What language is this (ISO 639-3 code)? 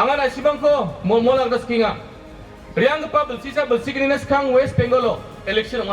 grt